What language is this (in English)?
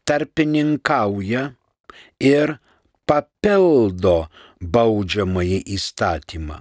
Lithuanian